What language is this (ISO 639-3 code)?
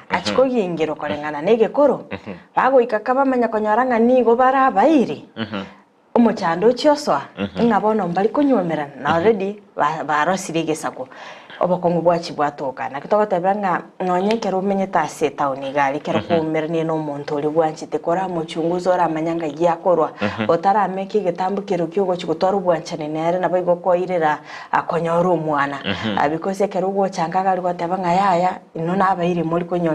guz